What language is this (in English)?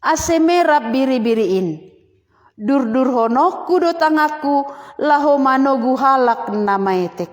Batak Simalungun